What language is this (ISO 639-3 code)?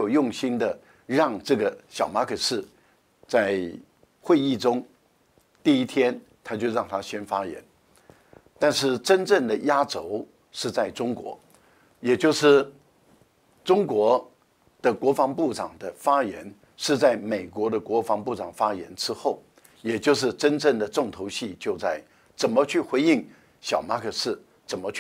zho